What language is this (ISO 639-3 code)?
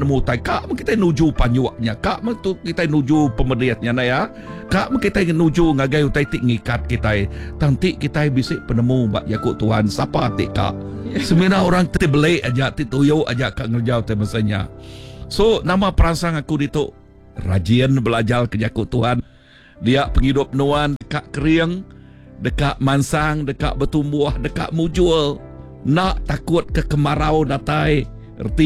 iba